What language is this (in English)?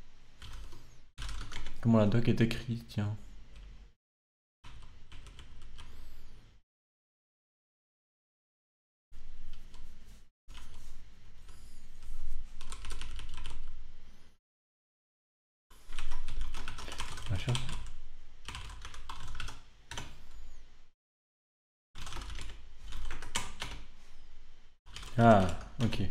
French